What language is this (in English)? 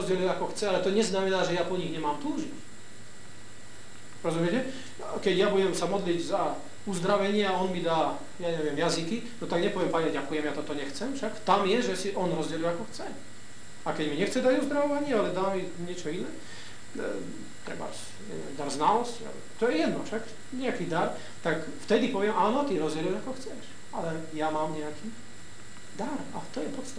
Slovak